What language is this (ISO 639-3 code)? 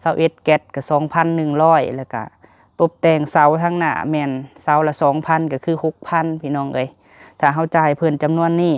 lao